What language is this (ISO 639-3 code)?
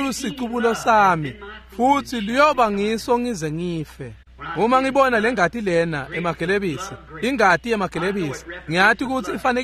ssw